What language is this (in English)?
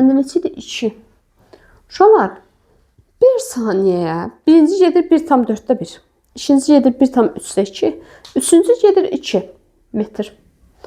Azerbaijani